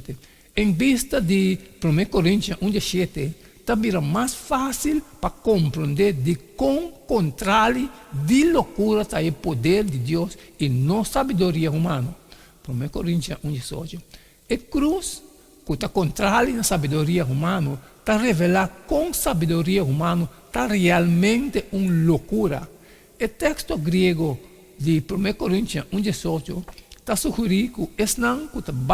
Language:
Papiamento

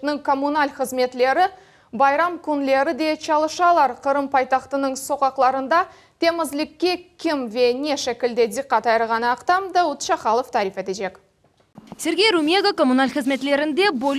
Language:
Crimean Tatar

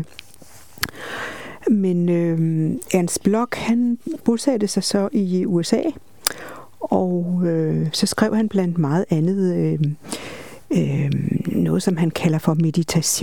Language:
Danish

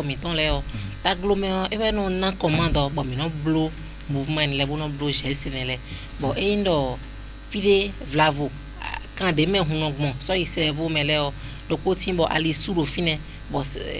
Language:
Fon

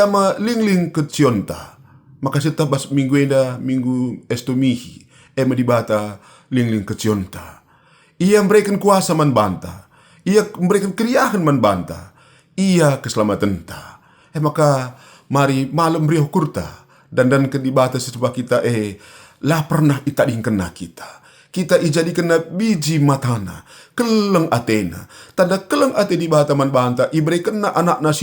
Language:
Batak Karo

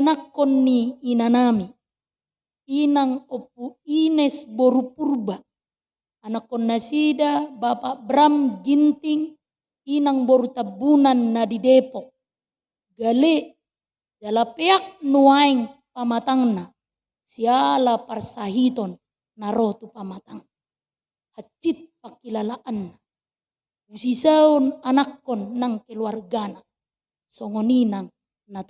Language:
Batak Toba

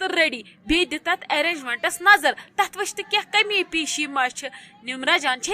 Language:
Kashmiri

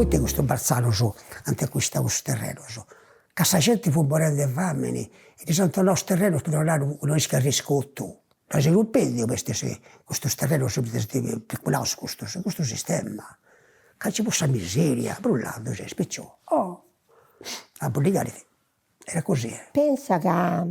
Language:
Sardinian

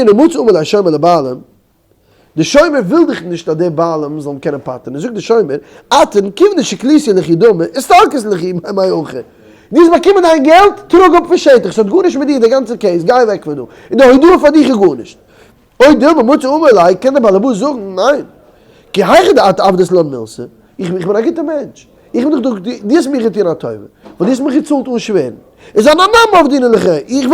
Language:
Yiddish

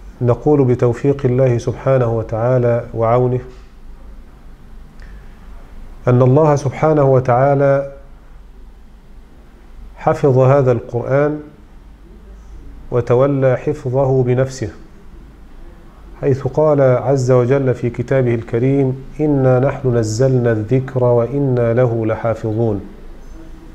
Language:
Arabic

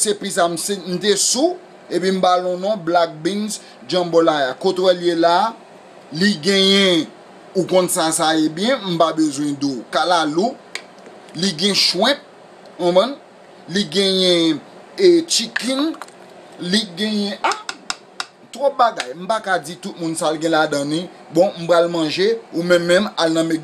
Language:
Haitian Creole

